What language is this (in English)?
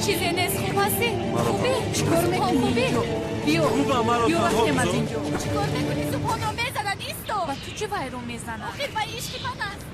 Tajik